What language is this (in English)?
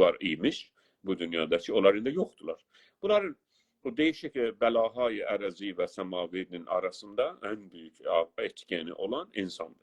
South Azerbaijani